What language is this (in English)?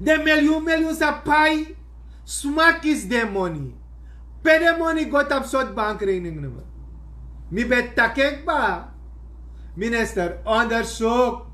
Sranan Tongo